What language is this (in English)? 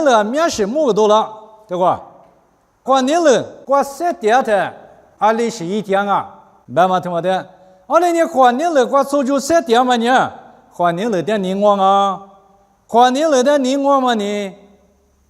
Lisu